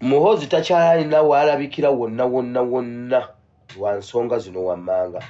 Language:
Ganda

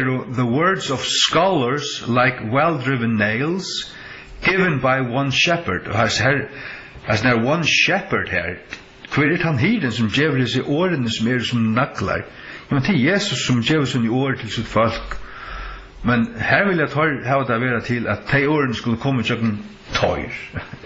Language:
Faroese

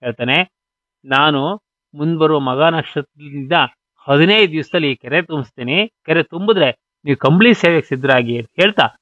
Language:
Kannada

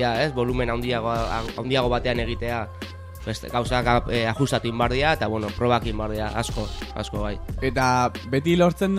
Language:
Basque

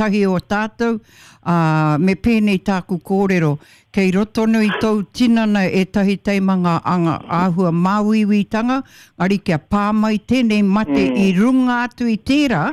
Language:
Māori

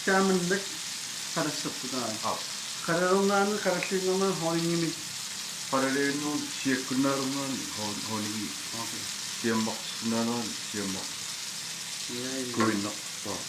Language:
Kalaallisut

